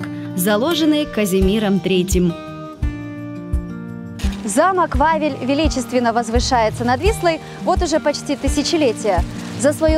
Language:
Russian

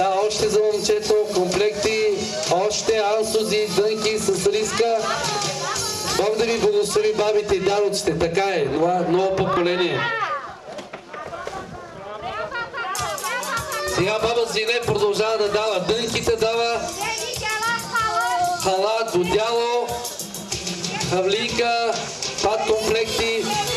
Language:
Bulgarian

